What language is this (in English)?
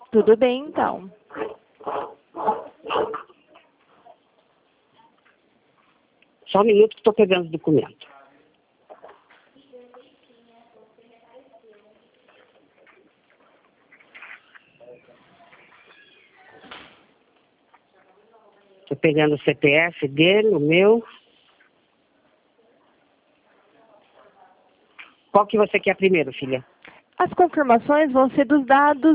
Portuguese